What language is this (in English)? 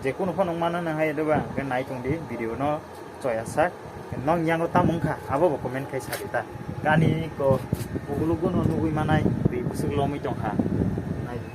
Kok Borok